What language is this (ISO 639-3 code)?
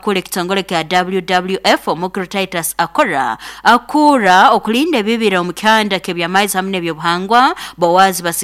nyo